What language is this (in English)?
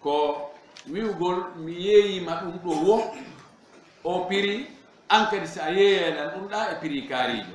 Fula